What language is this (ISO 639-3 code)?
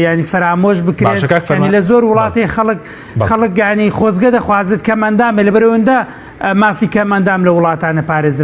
ckb